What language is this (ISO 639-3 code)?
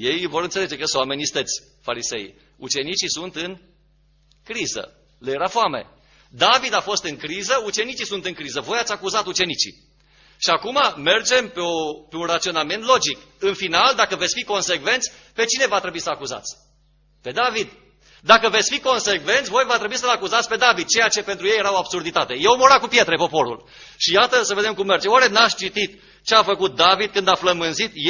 ron